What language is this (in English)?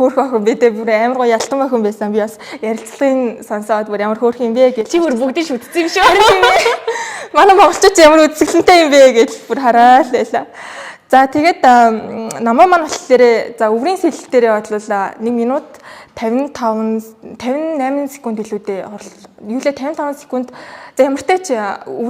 Mongolian